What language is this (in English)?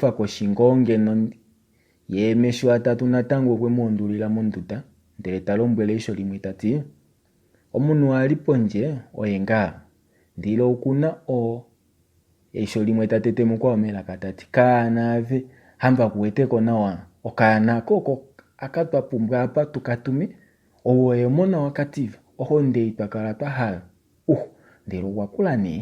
Kuanyama